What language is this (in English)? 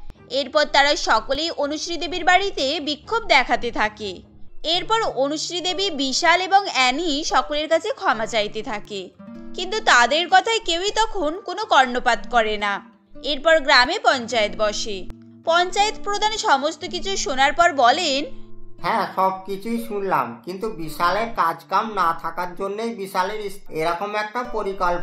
Bangla